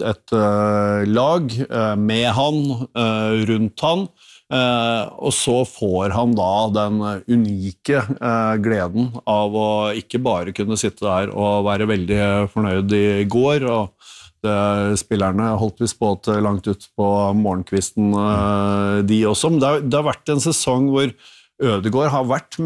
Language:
Norwegian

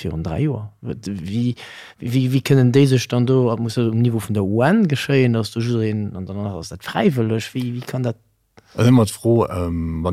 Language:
Luxembourgish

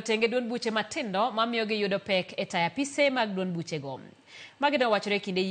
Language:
Luo (Kenya and Tanzania)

